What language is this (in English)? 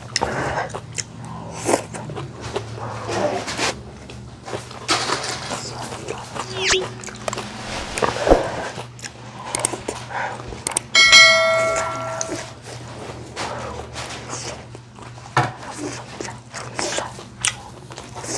S'gaw Karen